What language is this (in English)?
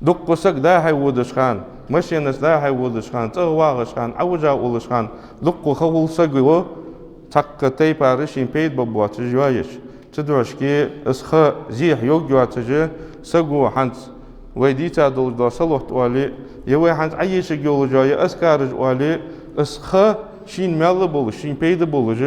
Ingush